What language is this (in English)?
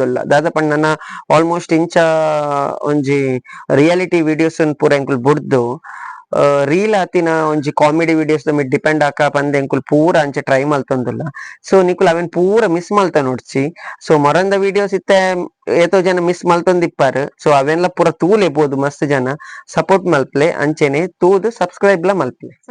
Tulu